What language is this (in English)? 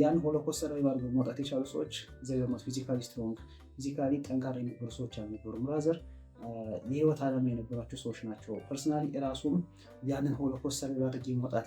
Amharic